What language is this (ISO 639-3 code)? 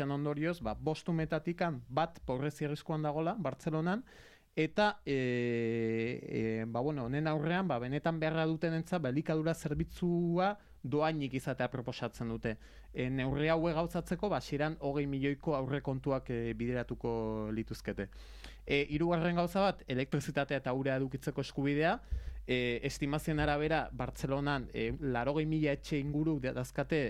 eus